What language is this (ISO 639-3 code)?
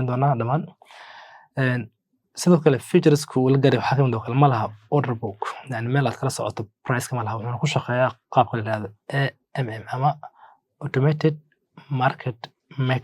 som